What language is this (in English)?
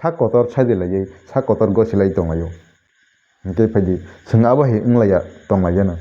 Kok Borok